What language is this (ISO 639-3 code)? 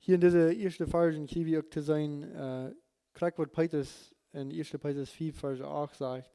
pdt